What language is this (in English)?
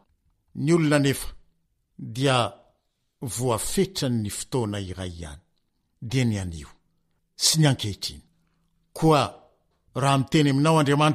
Malagasy